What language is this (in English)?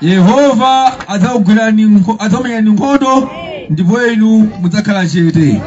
Nyanja